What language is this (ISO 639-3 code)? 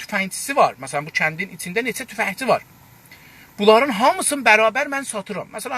azb